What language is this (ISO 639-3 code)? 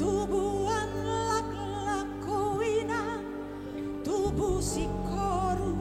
bbc